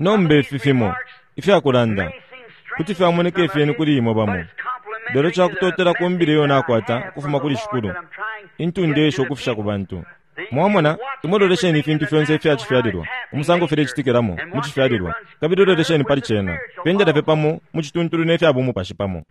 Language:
Bemba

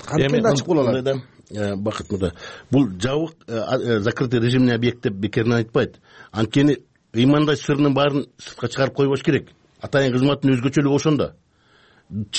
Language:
Kyrgyz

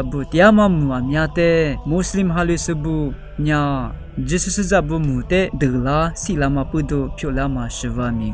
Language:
Lisu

